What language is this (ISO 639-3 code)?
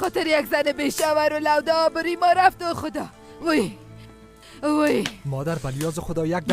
tgk